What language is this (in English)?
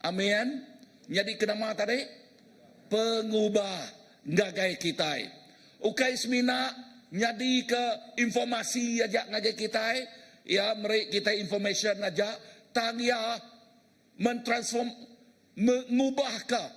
Iban